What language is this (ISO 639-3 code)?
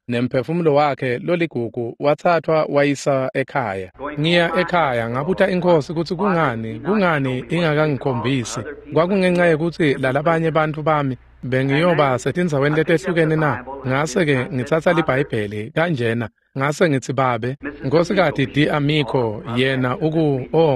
ssw